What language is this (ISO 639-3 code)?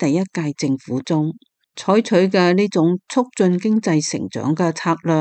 yue